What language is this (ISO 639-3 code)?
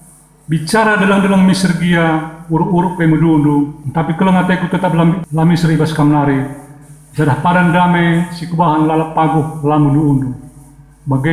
btx